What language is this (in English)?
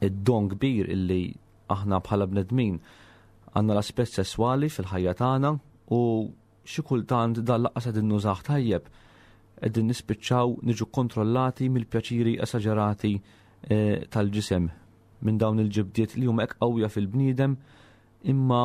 Maltese